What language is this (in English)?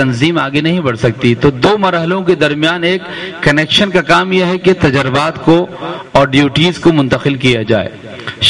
Urdu